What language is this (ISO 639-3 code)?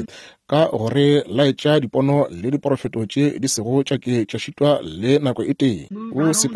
nso